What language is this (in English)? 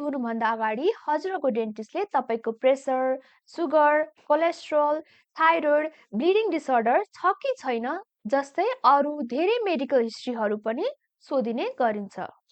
Nepali